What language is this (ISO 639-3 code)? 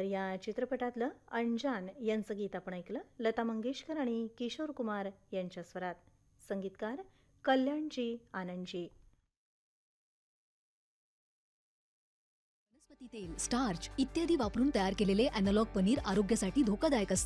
mar